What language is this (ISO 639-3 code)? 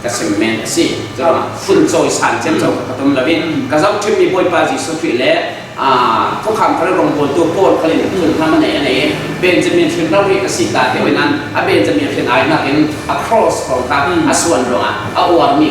cfm